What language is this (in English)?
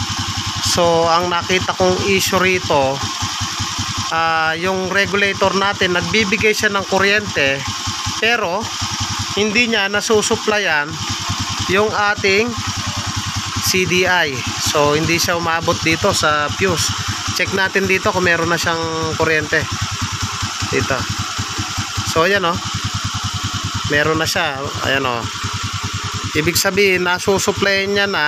Filipino